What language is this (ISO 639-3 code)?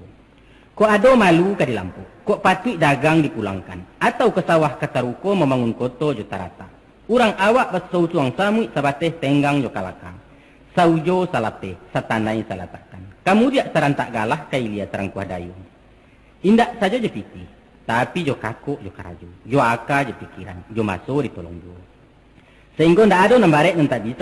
min